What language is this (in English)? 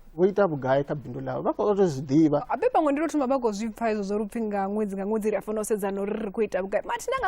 Venda